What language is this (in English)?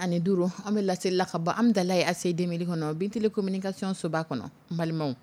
Dyula